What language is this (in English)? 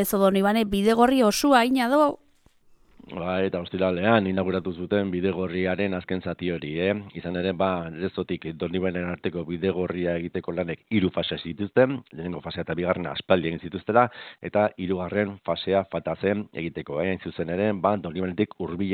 Basque